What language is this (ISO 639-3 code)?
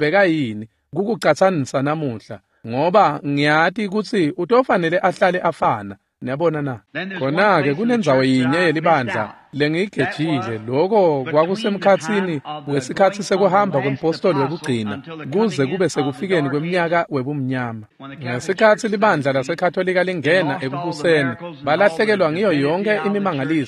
ssw